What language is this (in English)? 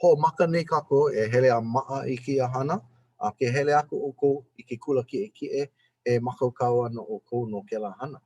Hawaiian